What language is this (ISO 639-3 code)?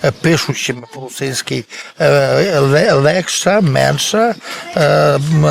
rue